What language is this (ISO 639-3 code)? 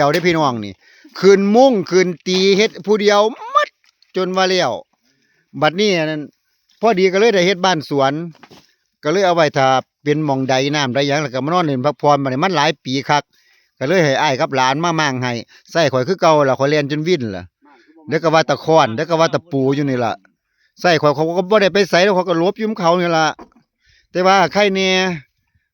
tts